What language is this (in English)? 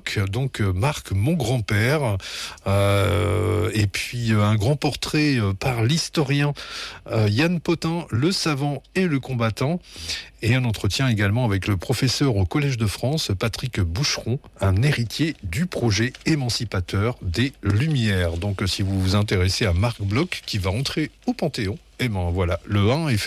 French